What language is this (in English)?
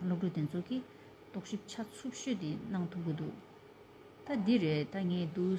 Tibetan